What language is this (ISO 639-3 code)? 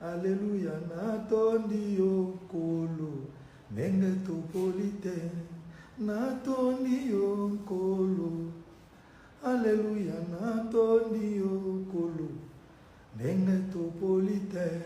lin